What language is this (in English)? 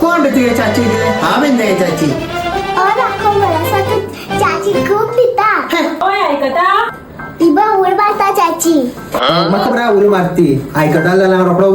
Konkani